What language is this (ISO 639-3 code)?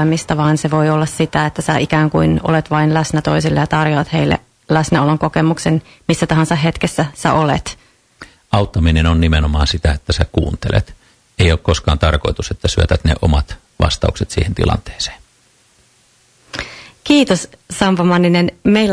fin